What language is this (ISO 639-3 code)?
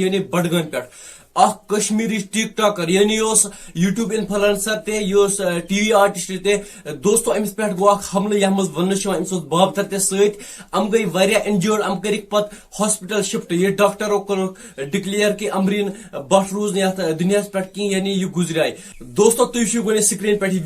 kas